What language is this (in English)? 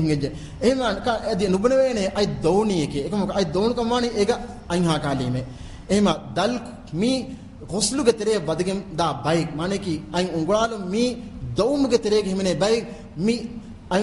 Divehi